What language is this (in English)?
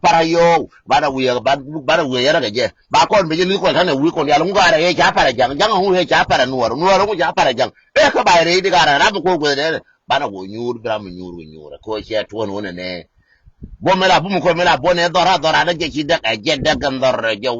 Nuer